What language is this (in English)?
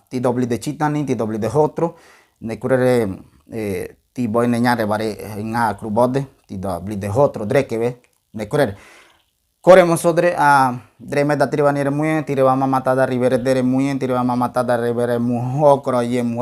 Ngäbere